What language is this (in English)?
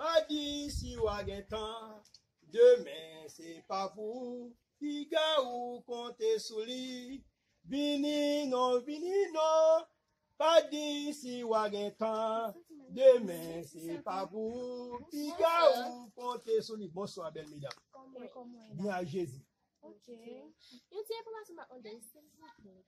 Haitian Creole